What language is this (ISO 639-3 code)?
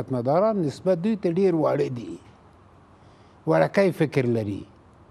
fas